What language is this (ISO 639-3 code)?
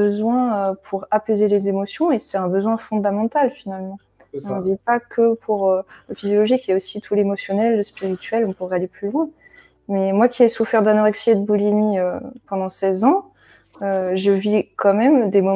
fra